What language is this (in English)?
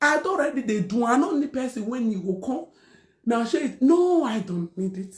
Nigerian Pidgin